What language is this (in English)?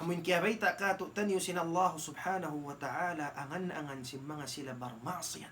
Tausug